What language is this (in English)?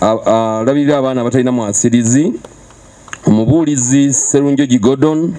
Ganda